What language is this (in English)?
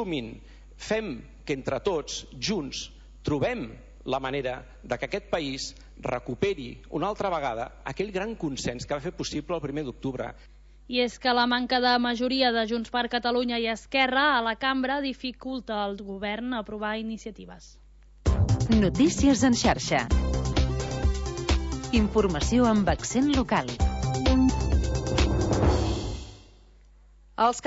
Catalan